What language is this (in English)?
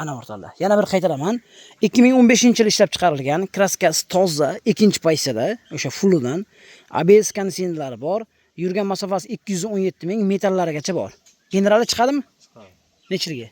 Uzbek